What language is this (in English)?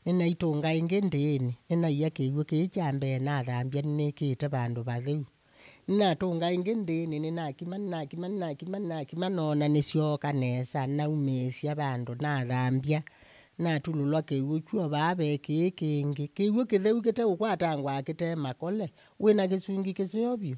Kamba